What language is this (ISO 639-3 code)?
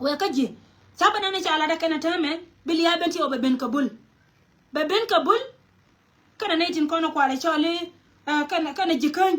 nus